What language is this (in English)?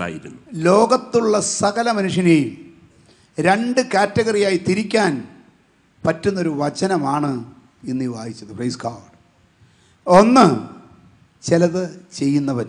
Malayalam